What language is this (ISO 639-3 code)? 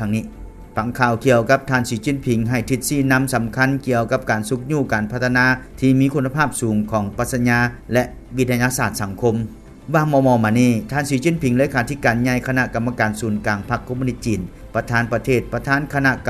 lao